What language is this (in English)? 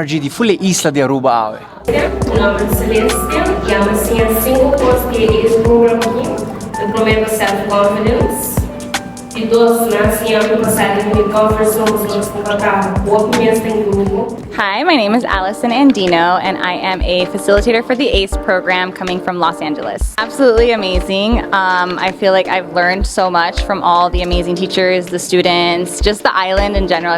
Papiamento